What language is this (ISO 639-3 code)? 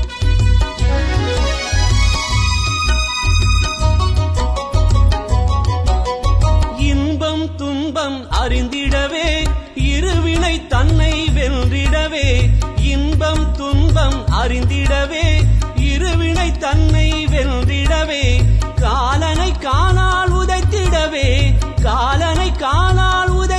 tam